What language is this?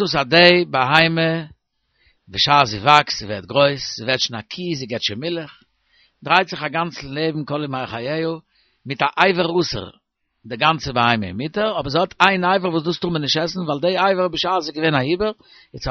Yiddish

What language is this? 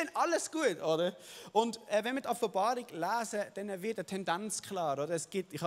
Swiss German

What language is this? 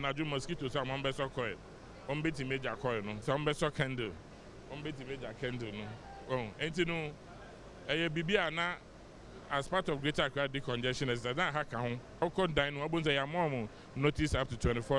Akan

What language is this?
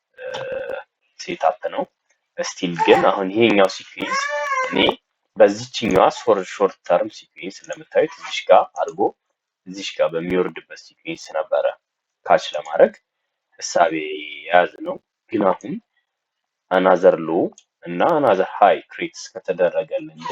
Amharic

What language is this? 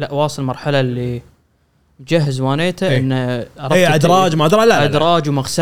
Gulf Arabic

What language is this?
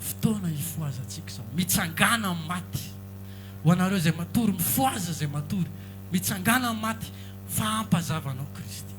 Malagasy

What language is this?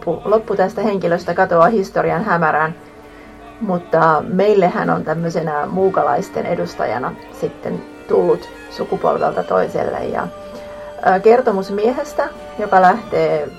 Finnish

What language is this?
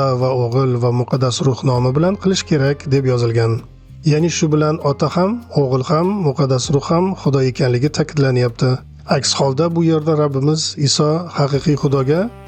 Uzbek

